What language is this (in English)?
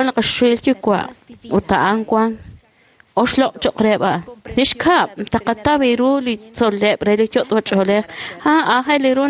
Kekchí